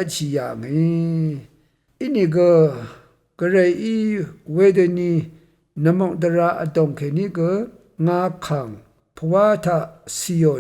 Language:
Rawang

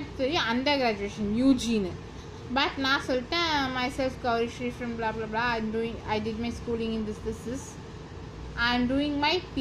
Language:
Tamil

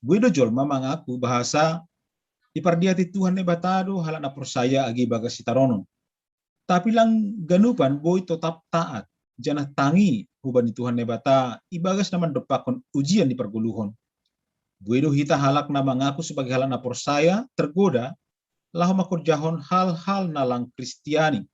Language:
Batak Simalungun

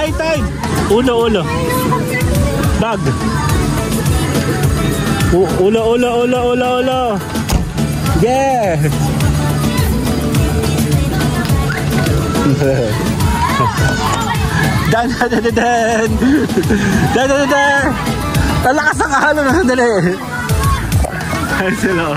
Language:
Filipino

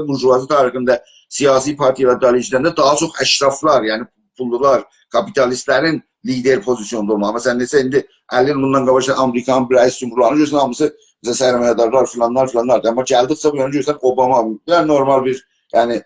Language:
South Azerbaijani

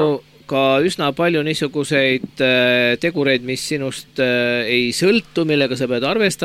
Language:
Estonian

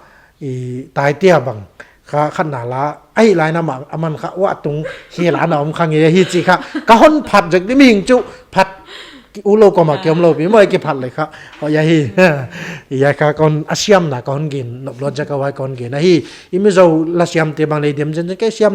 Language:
Paite Chin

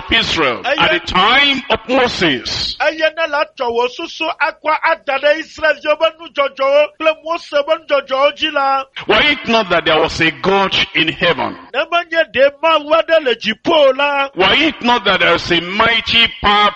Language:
Ewe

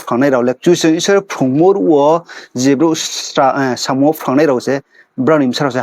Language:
Riang (India)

